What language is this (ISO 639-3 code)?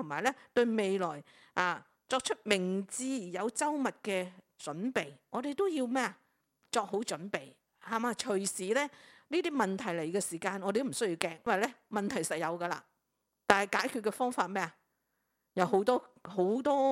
yue